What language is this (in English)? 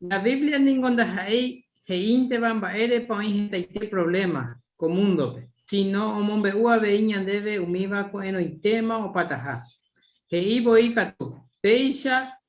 Guarani